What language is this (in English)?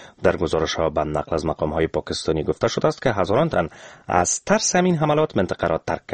Persian